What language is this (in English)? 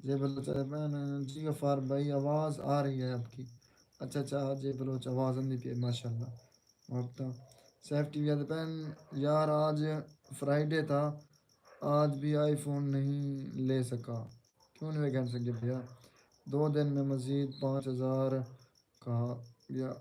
Saraiki